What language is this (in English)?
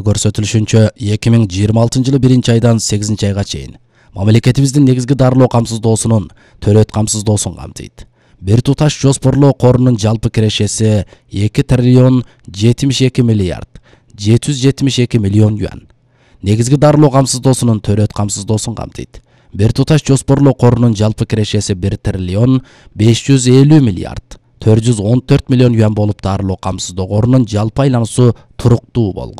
Kyrgyz